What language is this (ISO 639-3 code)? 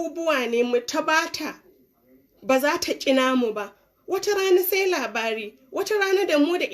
hau